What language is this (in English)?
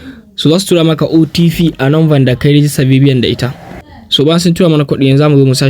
Hausa